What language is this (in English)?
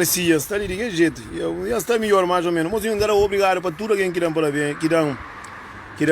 Kabuverdianu